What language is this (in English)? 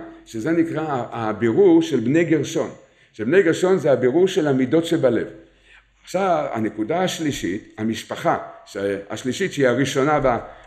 Hebrew